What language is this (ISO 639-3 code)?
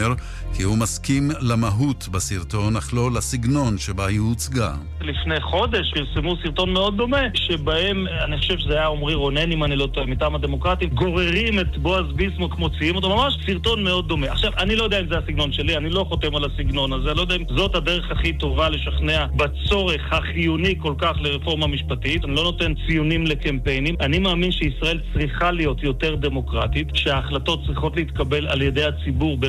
heb